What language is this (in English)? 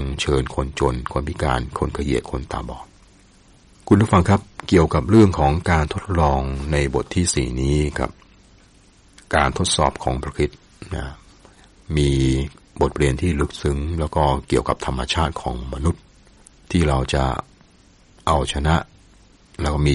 Thai